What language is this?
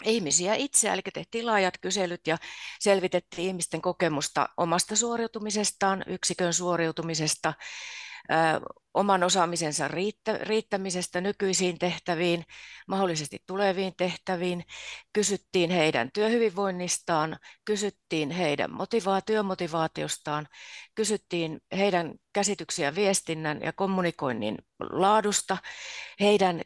Finnish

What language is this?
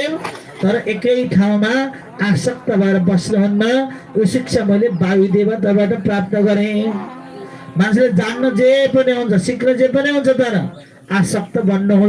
Nepali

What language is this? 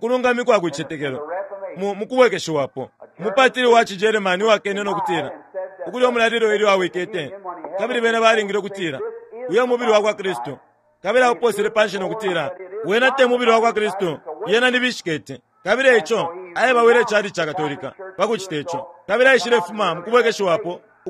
Bemba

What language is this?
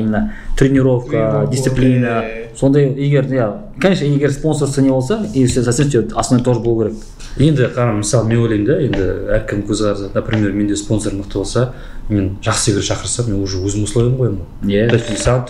Kazakh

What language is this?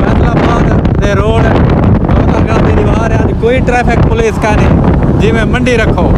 Saraiki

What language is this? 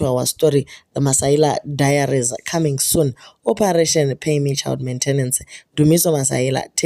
Shona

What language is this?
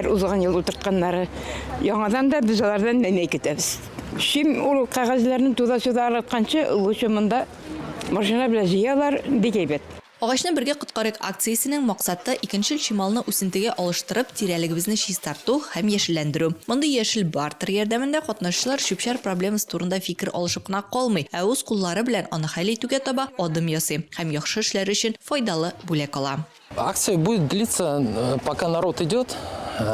Tatar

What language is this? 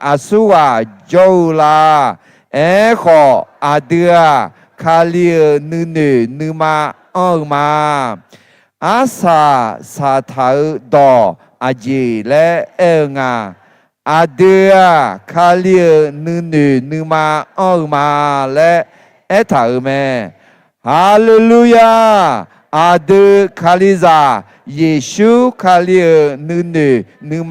Akha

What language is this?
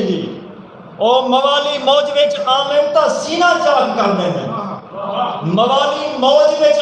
Saraiki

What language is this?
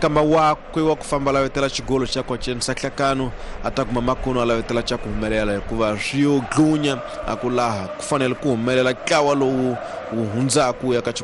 Tsonga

